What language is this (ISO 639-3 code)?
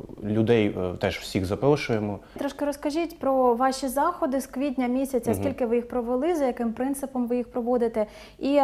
ukr